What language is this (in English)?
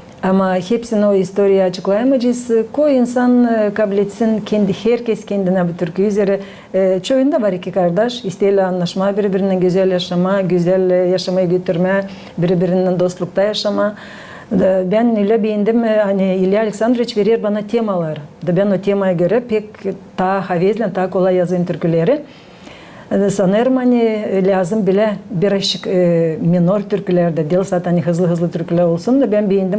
Gagauz